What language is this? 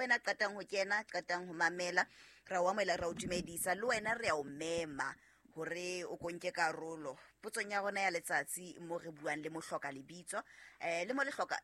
Southern Sotho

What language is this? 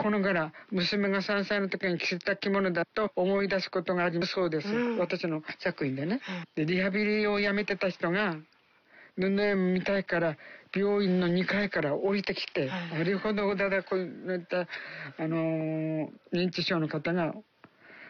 Japanese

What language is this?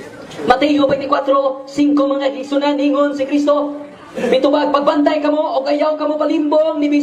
Cebuano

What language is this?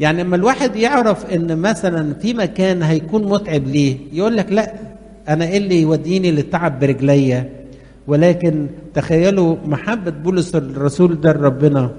Egyptian Arabic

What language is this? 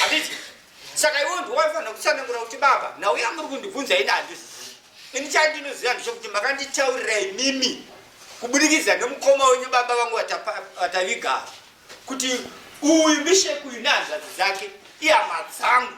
Shona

